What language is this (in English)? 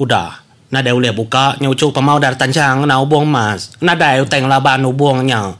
Iban